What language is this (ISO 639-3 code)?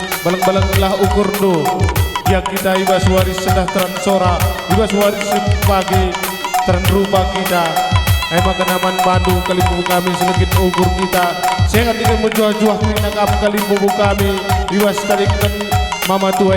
btx